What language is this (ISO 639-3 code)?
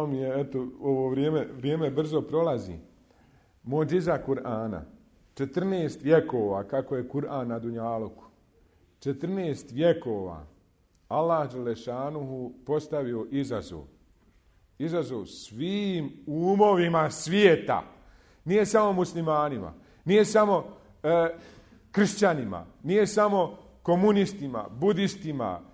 bos